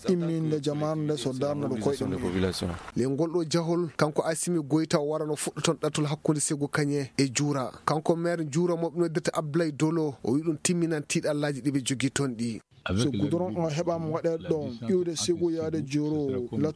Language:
Maasina Fulfulde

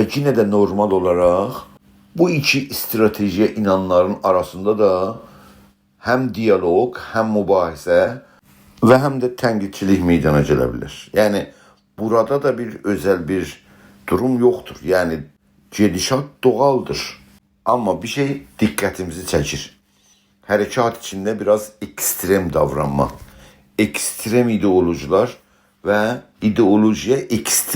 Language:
South Azerbaijani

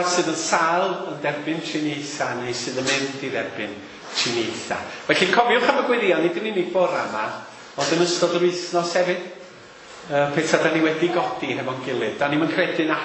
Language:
Welsh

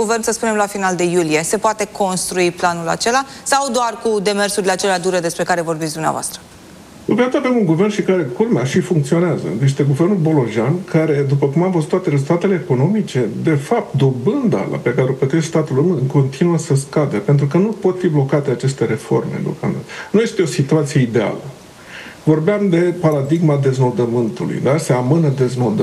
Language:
Romanian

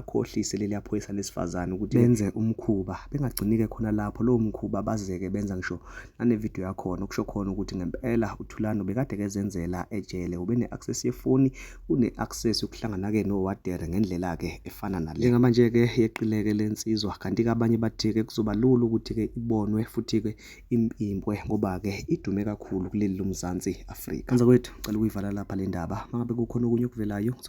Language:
Zulu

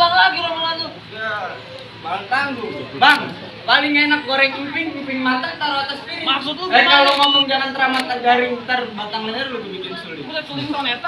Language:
Betawi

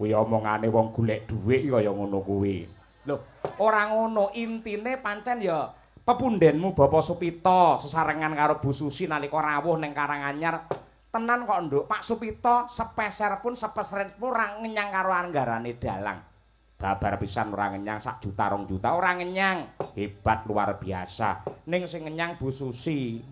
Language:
Javanese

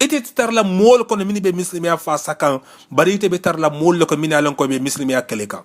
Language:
Mandingo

